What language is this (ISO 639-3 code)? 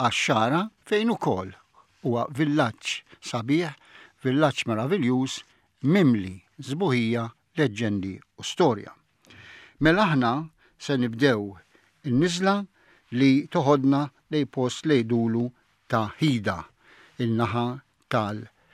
mlt